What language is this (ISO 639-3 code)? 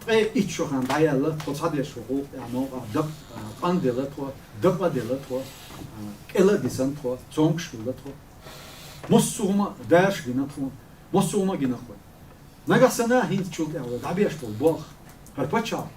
che